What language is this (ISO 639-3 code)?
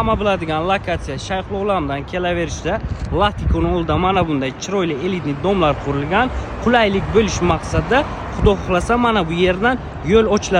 uzb